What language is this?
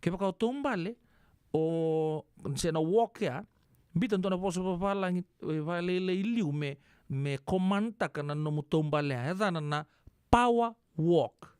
Fijian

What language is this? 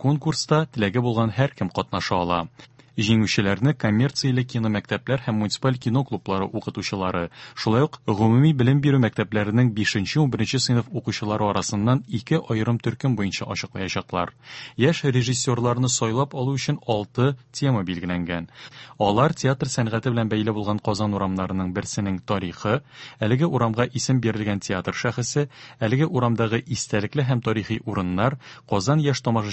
Tatar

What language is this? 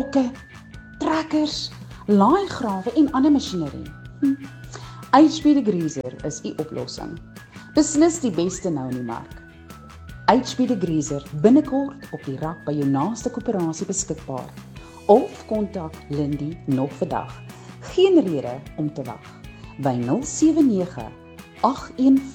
Afrikaans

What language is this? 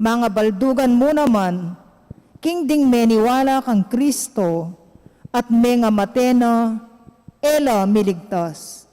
Pampanga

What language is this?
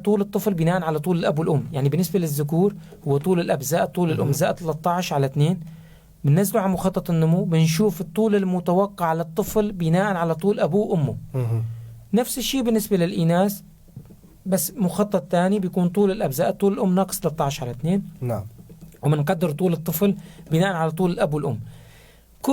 North Levantine Arabic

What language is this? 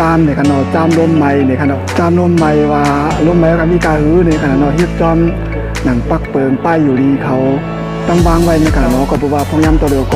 Shan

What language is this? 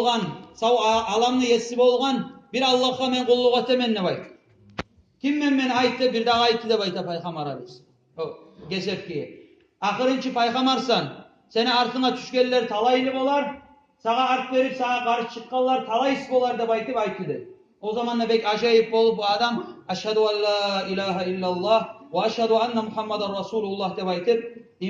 Kumyk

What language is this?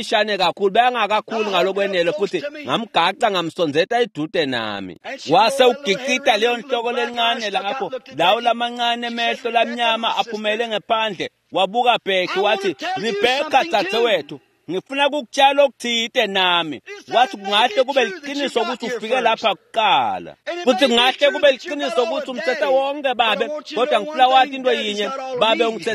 Swati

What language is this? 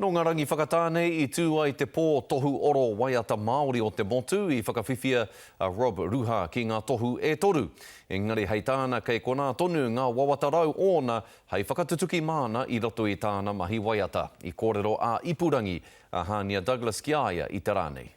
Māori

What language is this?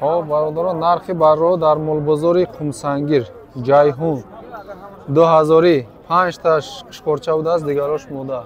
Tajik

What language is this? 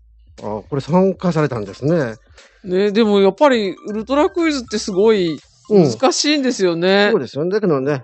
Japanese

